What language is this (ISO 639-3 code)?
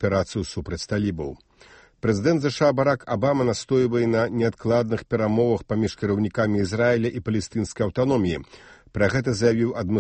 bel